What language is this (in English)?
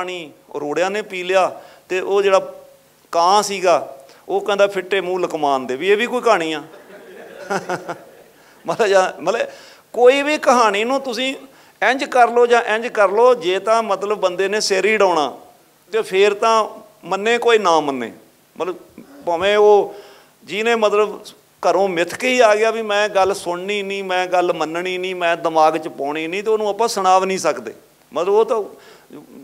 Punjabi